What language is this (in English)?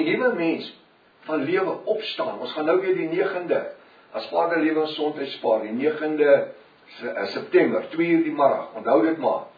Afrikaans